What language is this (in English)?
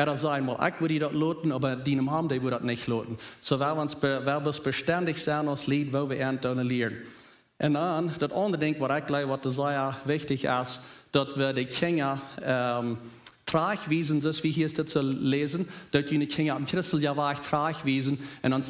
Plautdietsch